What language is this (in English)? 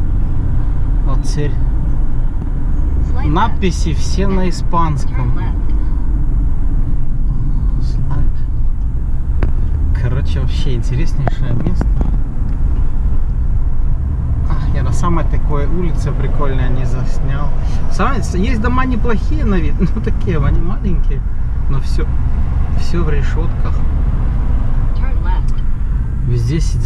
Russian